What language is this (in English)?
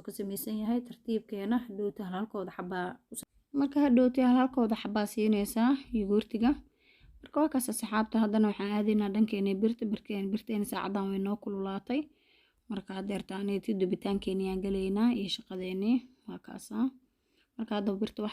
Somali